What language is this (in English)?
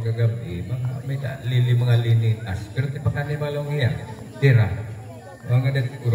Waray